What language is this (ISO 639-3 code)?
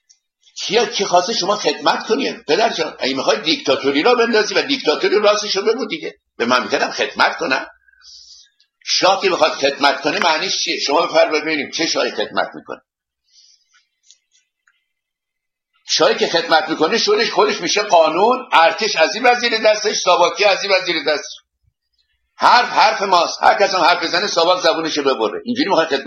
fas